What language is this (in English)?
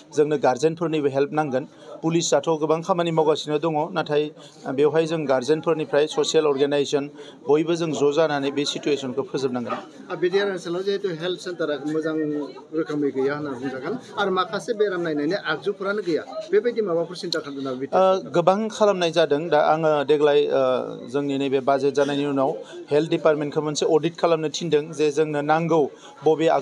Bodo